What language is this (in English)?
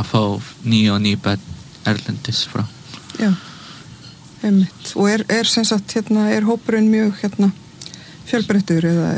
Icelandic